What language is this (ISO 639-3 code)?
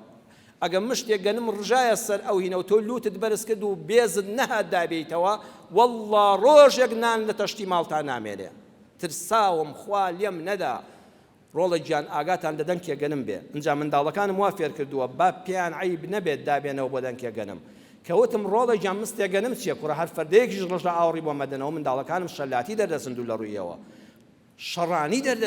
ckb